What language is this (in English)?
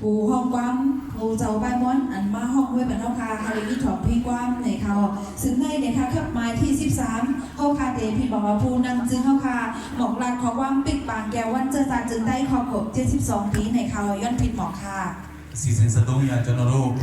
Shan